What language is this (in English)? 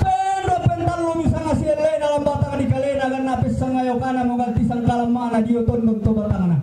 Toraja-Sa'dan